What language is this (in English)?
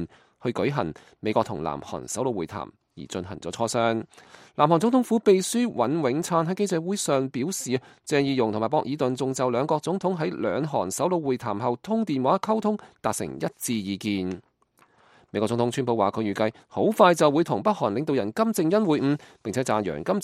Cantonese